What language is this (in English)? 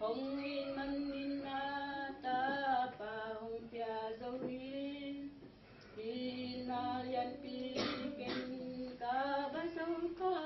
Tedim Chin